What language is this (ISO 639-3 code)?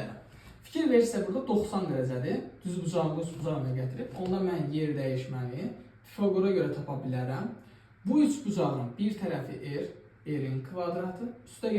aze